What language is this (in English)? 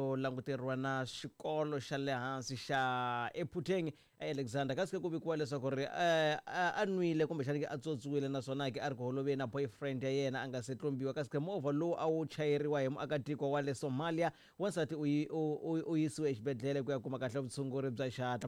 Tsonga